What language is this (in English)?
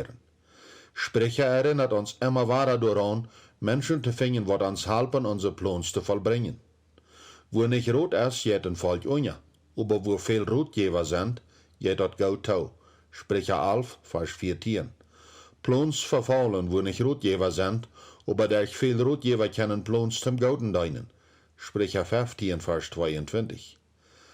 Plautdietsch